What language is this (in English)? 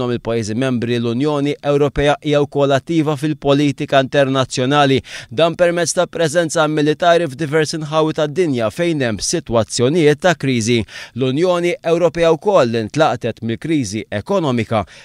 Maltese